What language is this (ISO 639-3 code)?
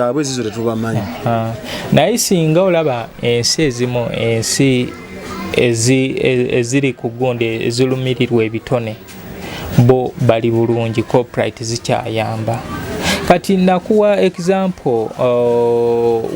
lug